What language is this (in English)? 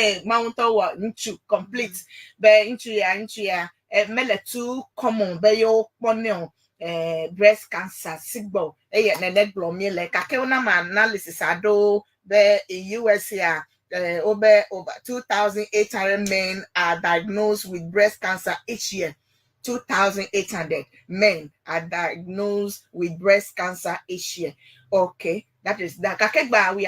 Ewe